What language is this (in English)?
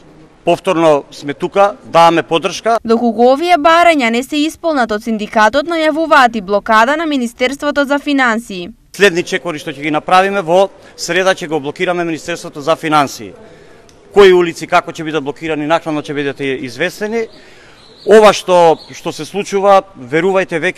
Macedonian